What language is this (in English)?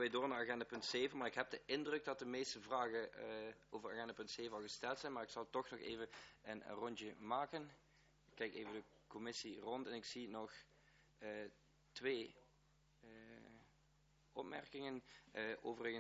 Dutch